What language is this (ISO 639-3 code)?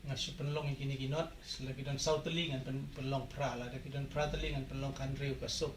kha